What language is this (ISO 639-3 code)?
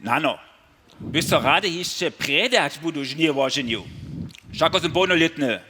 hsb